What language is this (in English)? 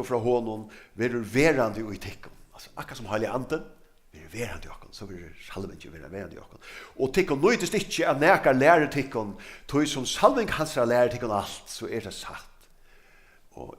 Faroese